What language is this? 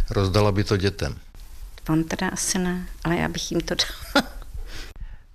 Czech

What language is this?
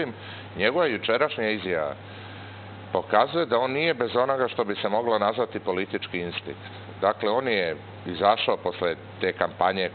Serbian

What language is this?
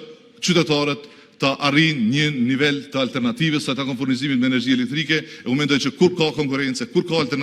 Albanian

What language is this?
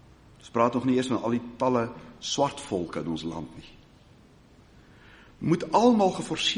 Afrikaans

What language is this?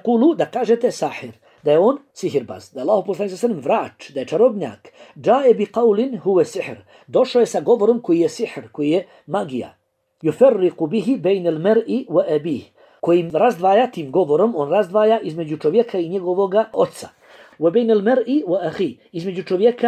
Bosnian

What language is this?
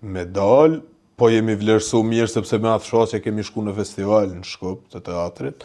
Albanian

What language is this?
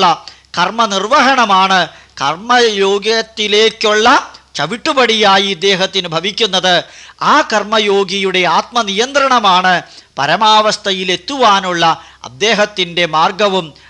Malayalam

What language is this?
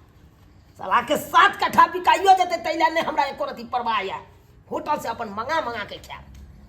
Maithili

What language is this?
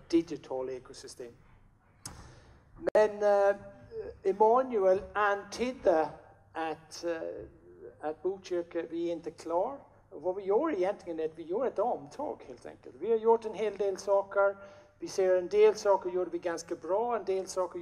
Swedish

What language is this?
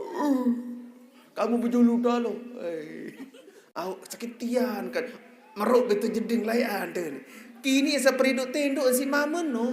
Sasak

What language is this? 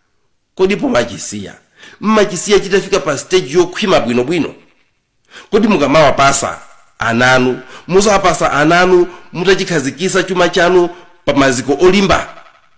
Nyanja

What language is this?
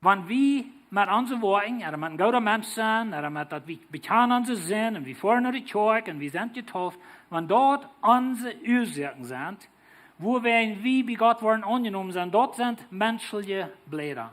Plautdietsch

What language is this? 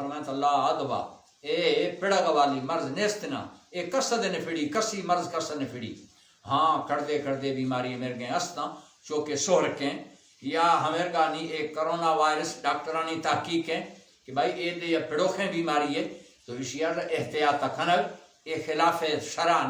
Baluchi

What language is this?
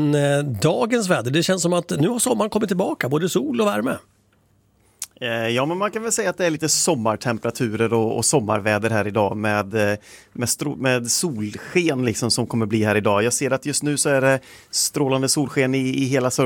Swedish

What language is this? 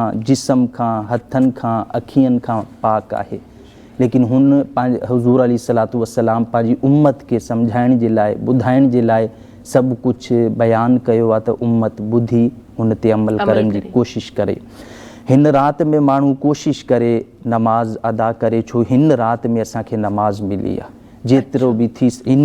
Sindhi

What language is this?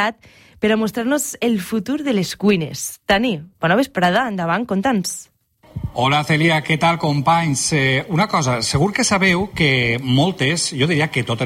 Catalan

